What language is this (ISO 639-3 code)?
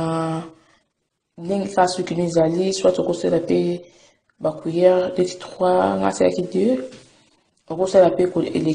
lin